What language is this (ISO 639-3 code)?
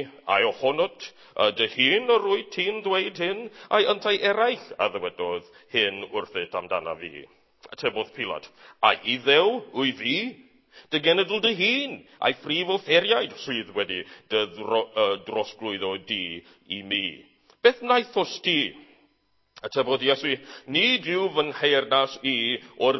cym